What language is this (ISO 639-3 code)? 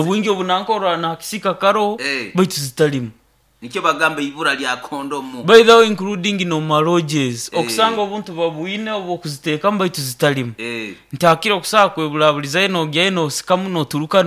nyo